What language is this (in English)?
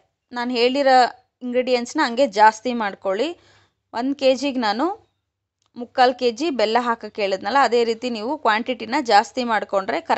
Kannada